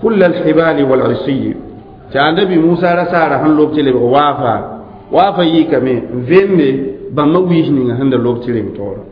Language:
Mossi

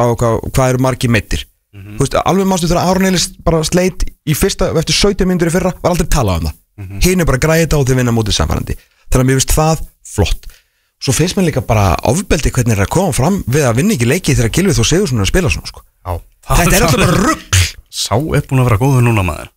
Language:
Icelandic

